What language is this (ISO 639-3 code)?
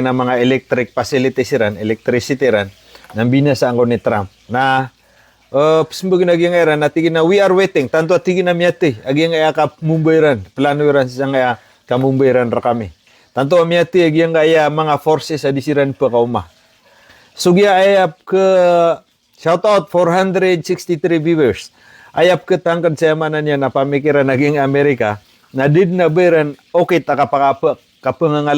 mrw